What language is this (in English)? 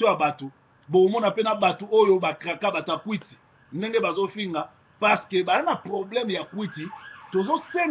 Lingala